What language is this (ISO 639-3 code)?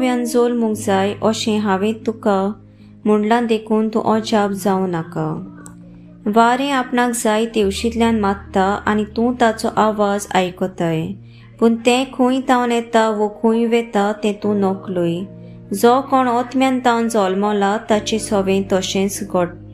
kok